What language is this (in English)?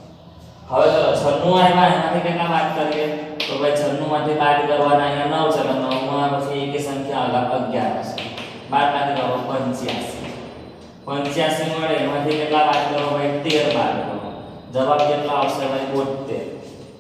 Gujarati